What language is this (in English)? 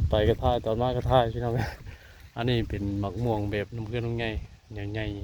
Northeastern Thai